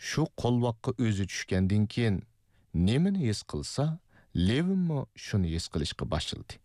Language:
Uyghur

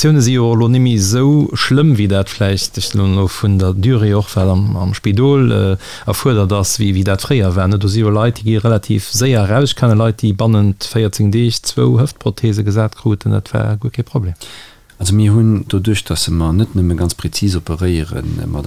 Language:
Luxembourgish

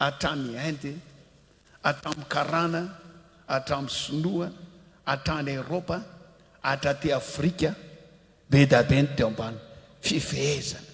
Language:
Malagasy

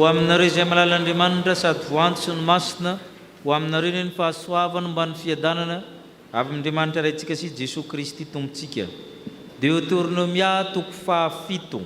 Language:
Malagasy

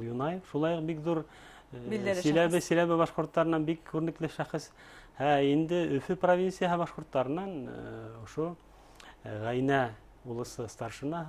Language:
Bashkir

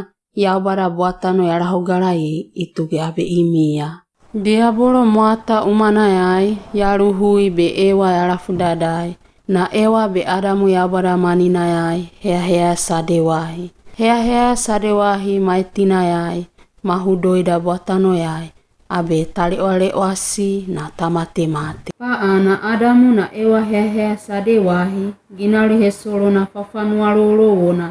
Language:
Wagawaga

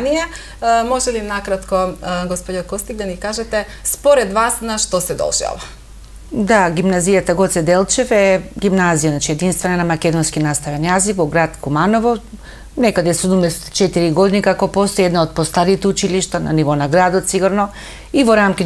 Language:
Macedonian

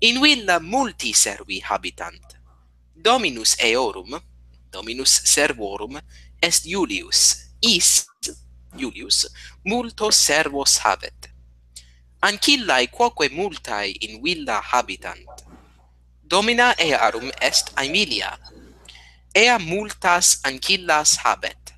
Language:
Latin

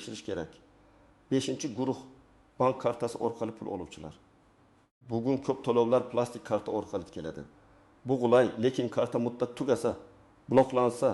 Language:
Uzbek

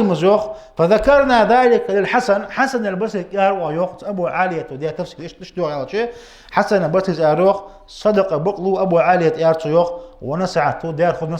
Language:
Ingush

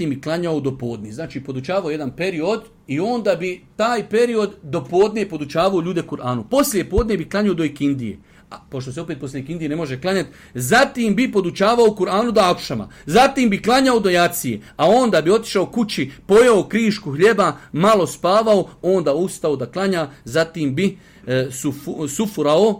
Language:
Bosnian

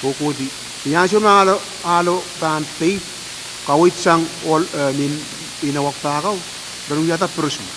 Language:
Pohnpeian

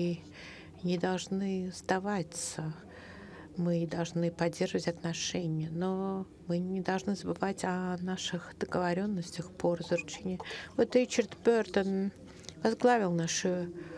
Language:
Russian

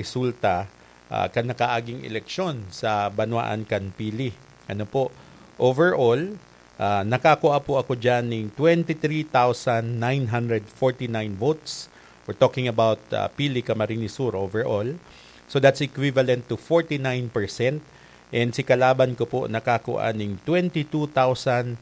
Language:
Bikol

